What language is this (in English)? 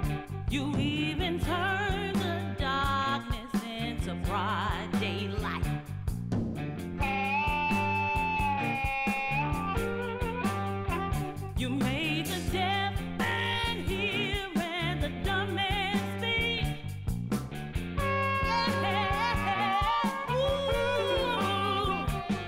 English